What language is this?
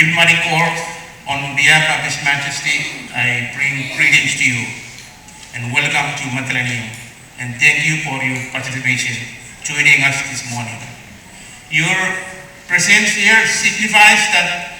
Pohnpeian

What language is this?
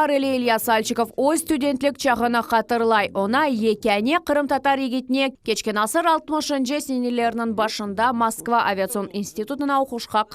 Crimean Tatar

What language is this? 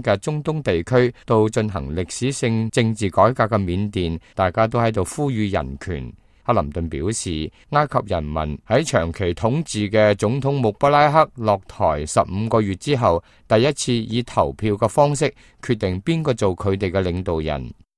Cantonese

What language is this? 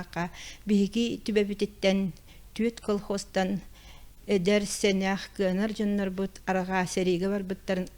Yakut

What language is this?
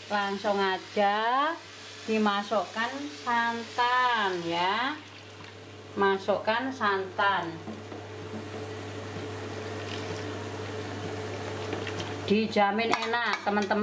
Indonesian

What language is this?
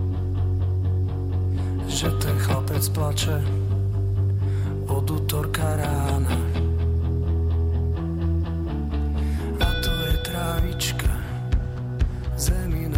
Slovak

